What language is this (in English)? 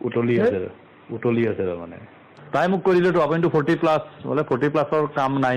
Assamese